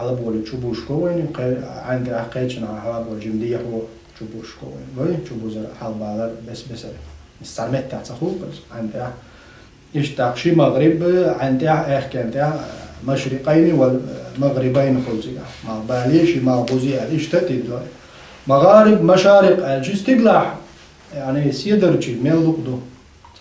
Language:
Chechen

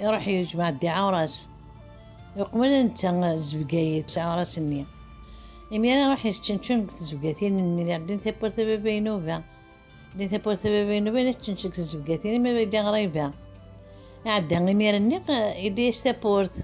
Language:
Kabyle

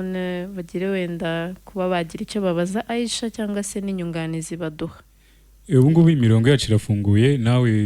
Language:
Kinyarwanda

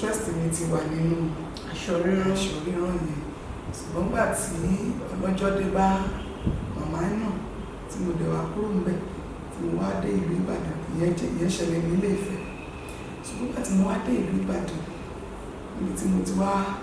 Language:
Yoruba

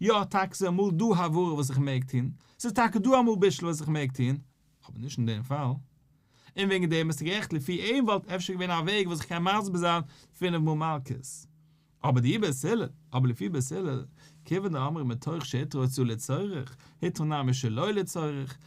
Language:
Yiddish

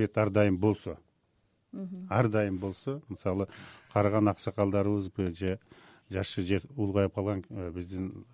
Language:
Kyrgyz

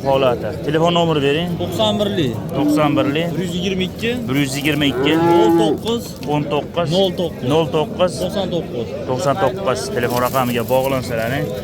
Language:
Uzbek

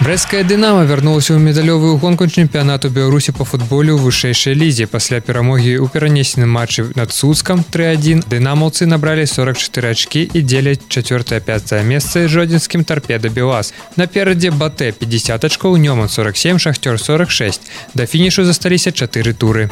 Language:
Belarusian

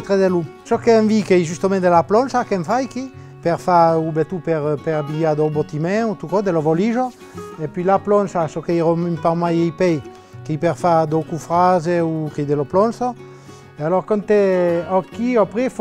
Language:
Occitan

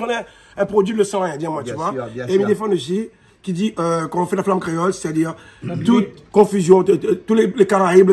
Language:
Réunion Creole French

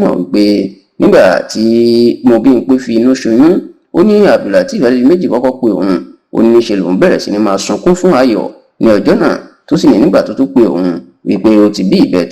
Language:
Yoruba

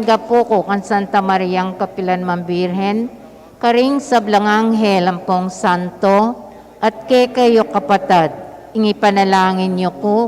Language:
Pampanga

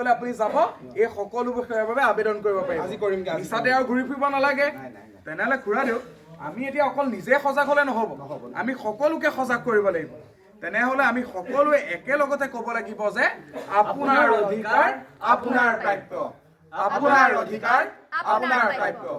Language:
Assamese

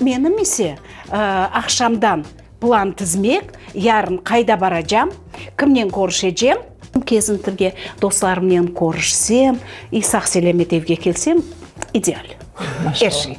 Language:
Crimean Tatar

